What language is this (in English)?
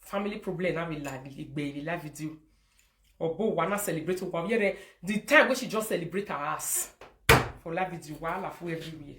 Nigerian Pidgin